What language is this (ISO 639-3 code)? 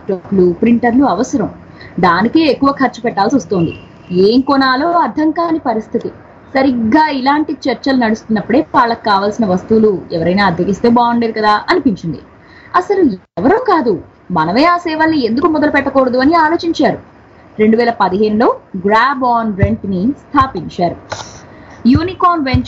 tel